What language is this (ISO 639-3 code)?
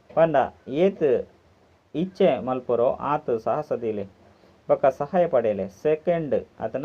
tcy